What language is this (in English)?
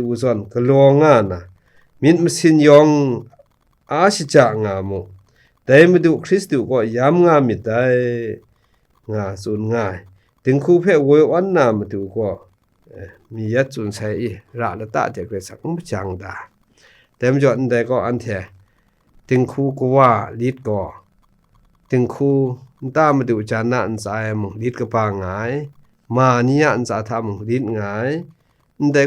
Kachin